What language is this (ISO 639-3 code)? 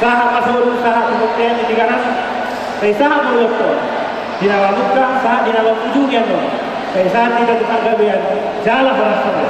bbc